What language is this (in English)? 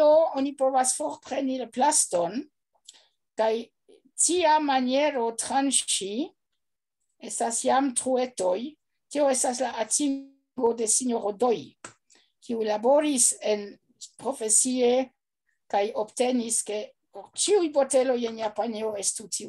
Esperanto